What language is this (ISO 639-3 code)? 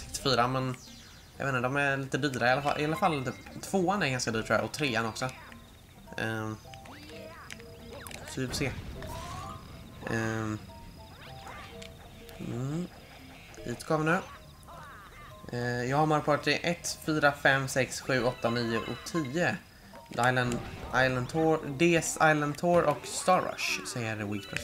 swe